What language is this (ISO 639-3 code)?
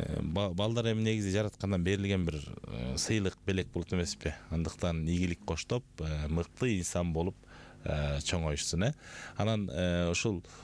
kir